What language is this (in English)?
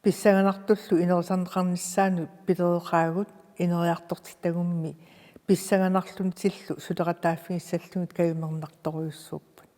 Kalaallisut